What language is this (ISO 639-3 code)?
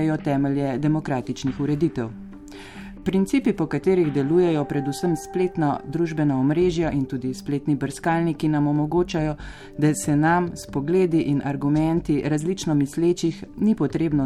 slv